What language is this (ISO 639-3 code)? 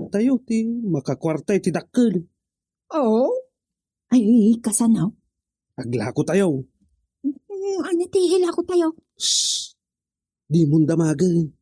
ilo